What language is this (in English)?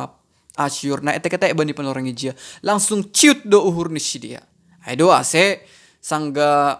Batak Simalungun